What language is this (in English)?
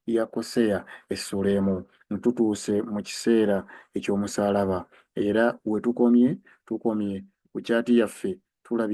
Ganda